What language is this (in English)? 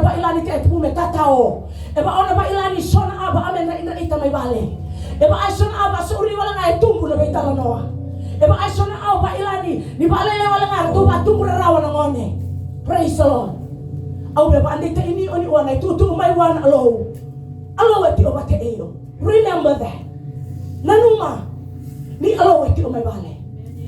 Fijian